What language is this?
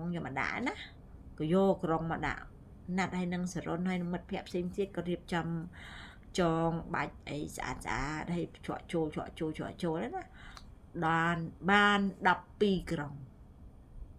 Khmer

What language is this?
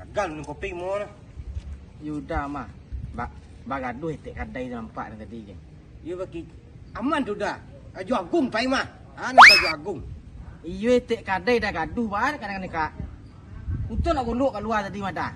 Minangkabau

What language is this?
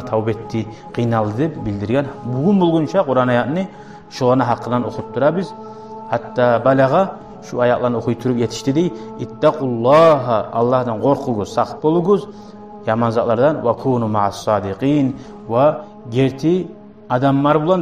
Kumyk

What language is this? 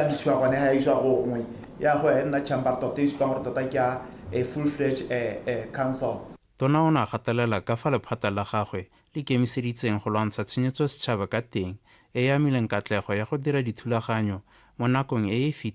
Tswana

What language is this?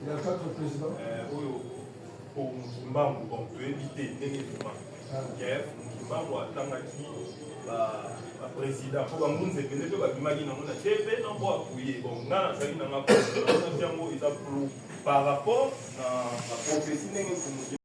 Lingala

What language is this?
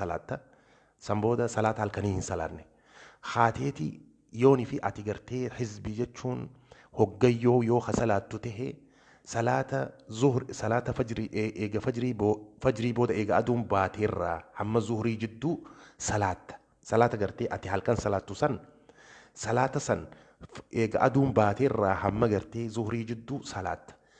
Oromo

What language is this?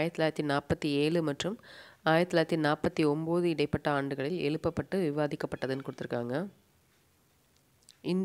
Tamil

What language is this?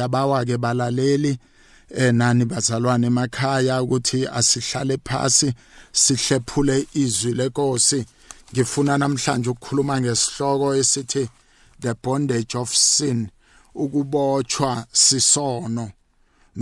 South Ndebele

